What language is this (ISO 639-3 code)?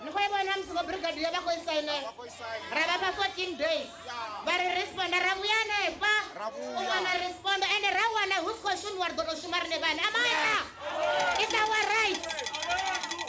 ven